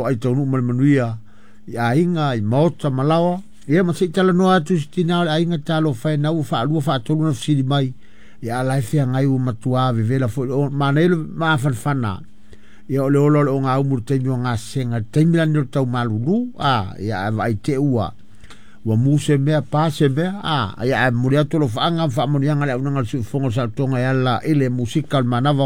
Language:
Samoan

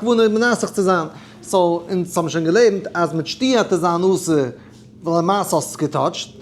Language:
Yiddish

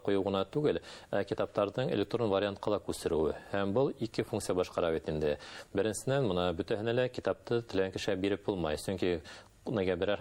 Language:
Bashkir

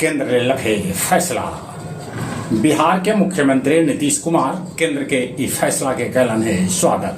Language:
Magahi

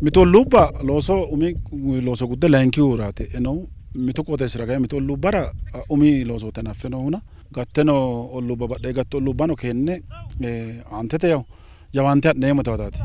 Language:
Sidamo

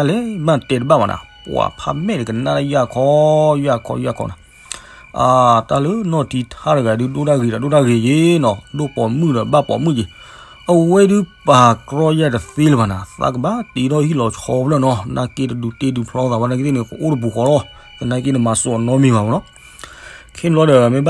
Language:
S'gaw Karen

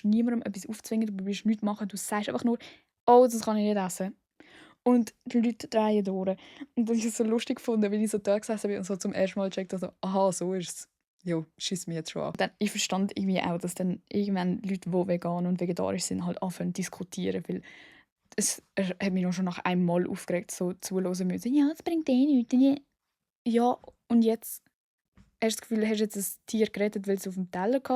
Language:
Swiss German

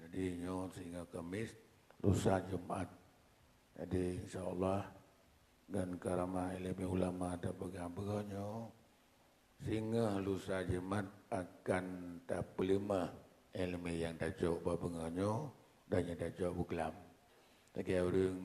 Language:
Achinese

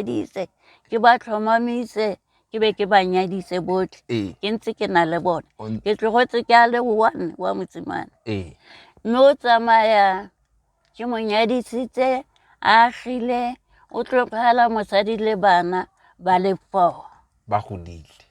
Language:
Tswana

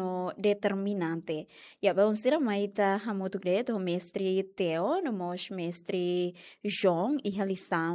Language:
Tetum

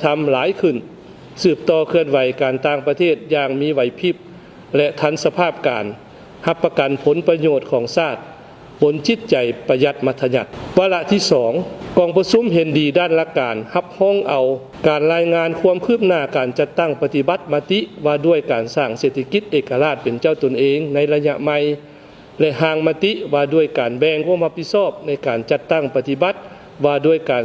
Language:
Lao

